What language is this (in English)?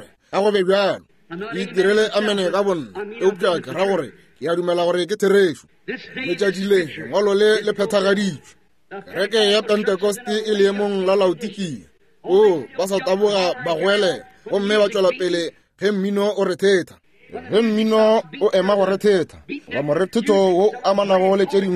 Northern Sotho